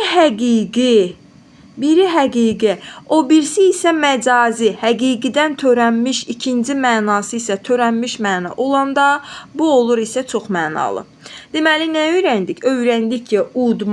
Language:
Azerbaijani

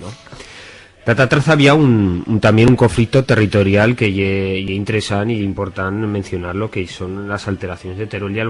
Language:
Aragonese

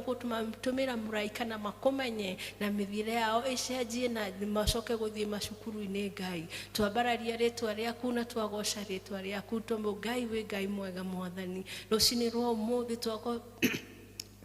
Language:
Kikuyu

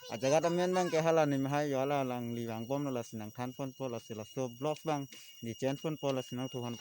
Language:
Karbi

